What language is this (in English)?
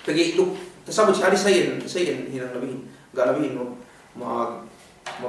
Yakan